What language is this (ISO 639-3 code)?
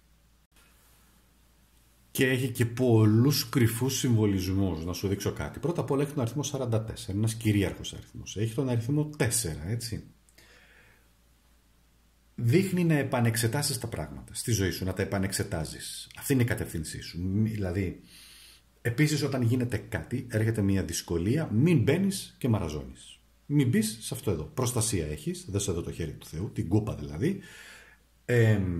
ell